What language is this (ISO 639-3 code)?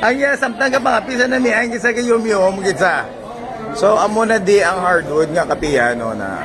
hil